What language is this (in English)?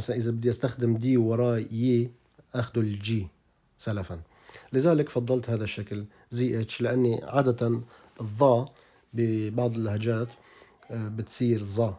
North Levantine Arabic